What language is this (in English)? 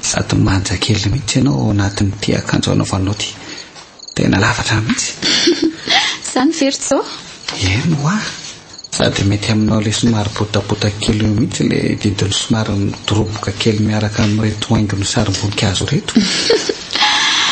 Malagasy